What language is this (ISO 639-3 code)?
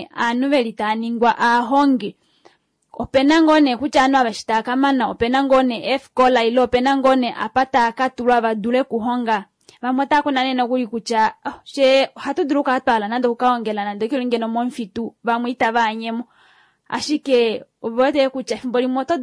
kua